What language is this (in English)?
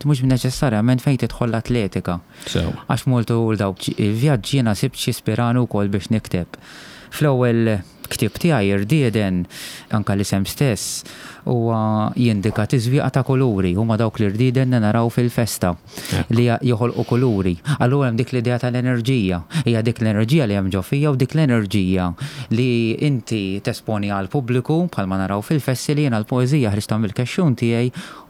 Maltese